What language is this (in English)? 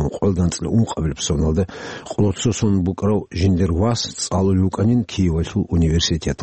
Avaric